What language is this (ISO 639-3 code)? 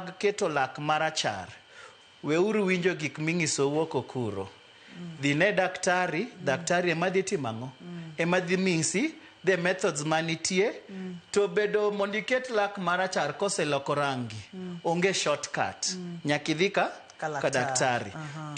luo